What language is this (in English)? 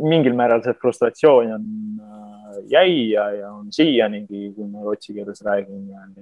Estonian